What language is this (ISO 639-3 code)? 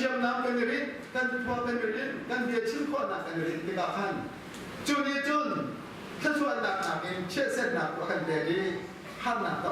cnh